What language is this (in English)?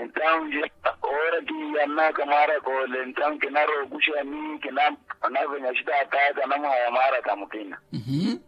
Makhuwa